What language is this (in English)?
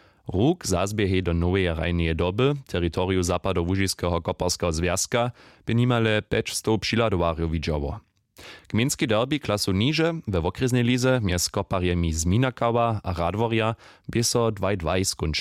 Upper Sorbian